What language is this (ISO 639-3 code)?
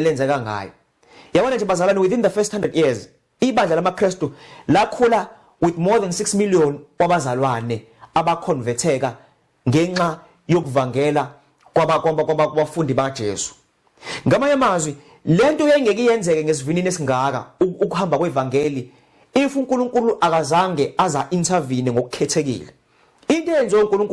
zul